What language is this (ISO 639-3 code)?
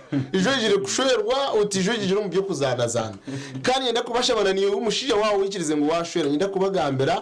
nyn